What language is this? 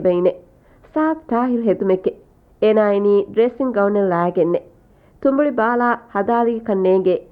Divehi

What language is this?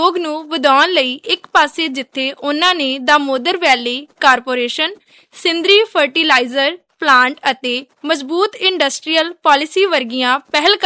Punjabi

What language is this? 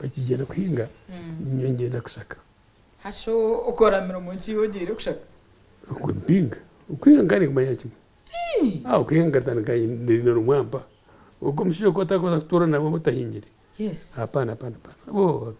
Nyankole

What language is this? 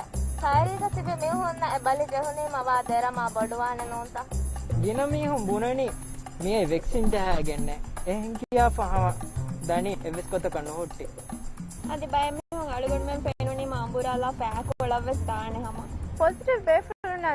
Divehi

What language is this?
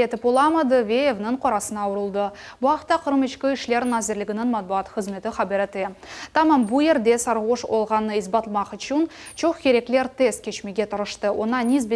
Crimean Tatar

